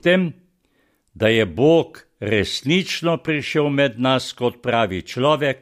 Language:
Slovenian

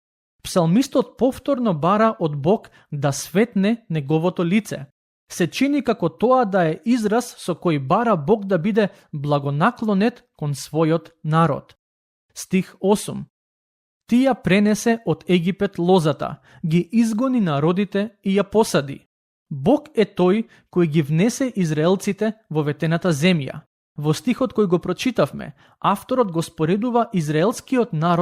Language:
Macedonian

